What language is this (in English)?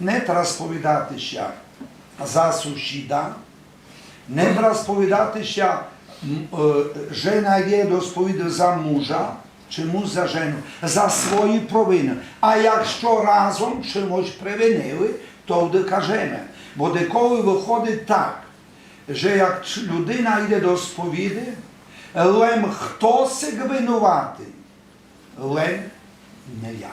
Rusyn